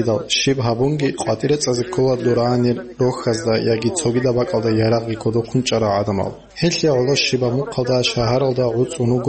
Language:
Avaric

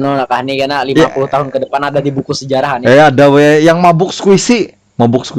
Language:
Banjar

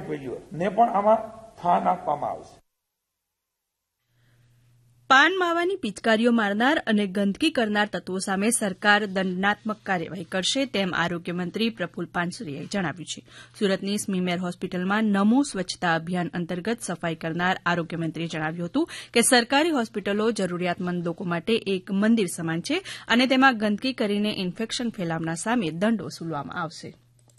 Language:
Gujarati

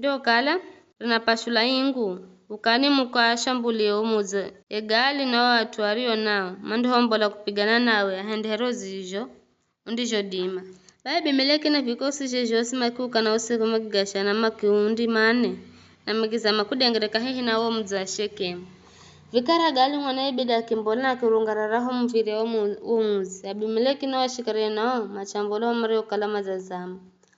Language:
Giryama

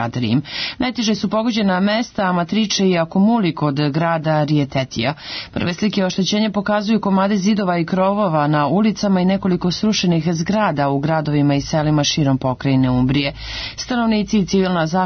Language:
Serbian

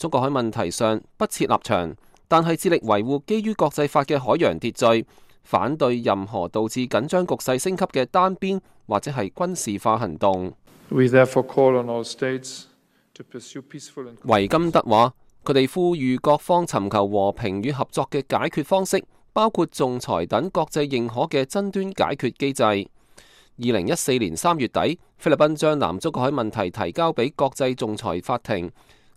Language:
Cantonese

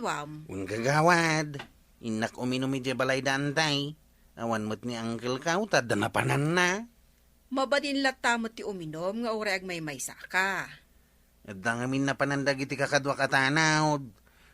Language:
Iloko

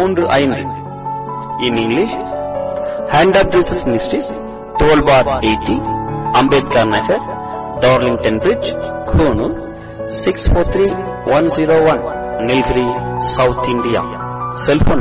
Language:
Tamil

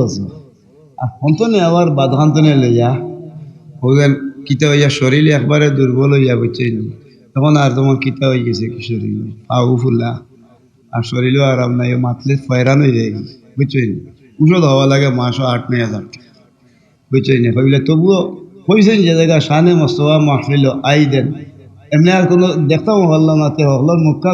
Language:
Sylheti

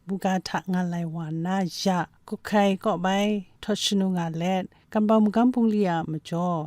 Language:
Kachin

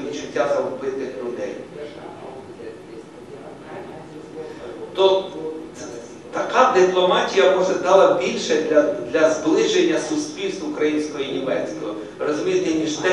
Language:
Ukrainian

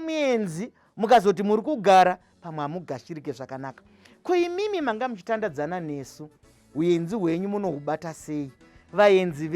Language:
Shona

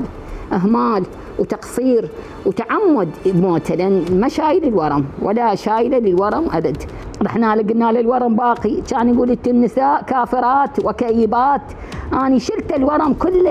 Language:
Mesopotamian Arabic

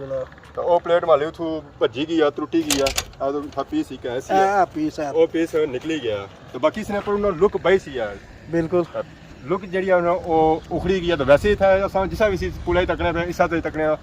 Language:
Pahari-Potwari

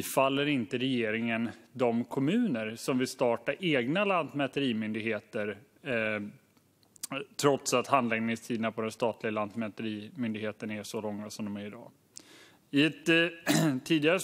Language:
Swedish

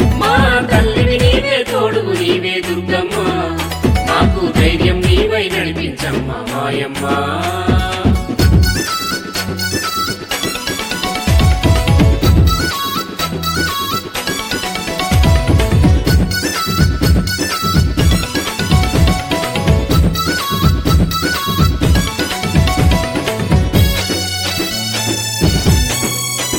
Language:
Telugu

